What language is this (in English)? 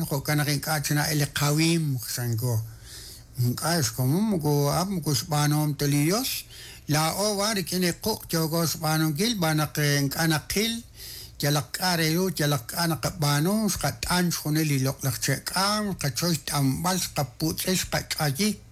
Kekchí